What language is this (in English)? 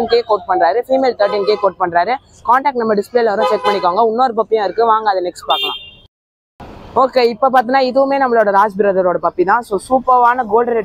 Tamil